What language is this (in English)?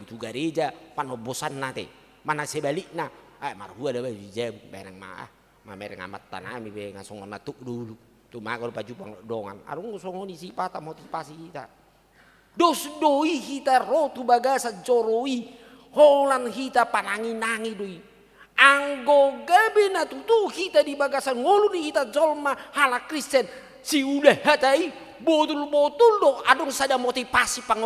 Batak Toba